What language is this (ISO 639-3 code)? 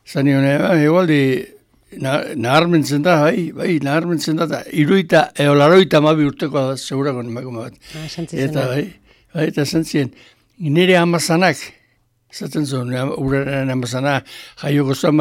eus